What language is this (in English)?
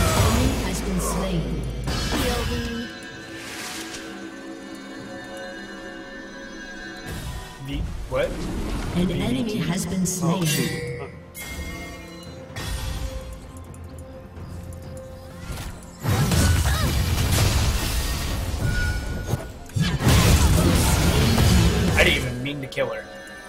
English